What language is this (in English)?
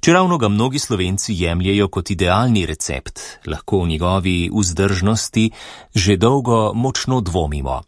Slovenian